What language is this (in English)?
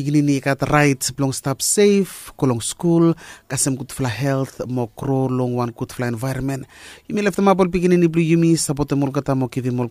Bislama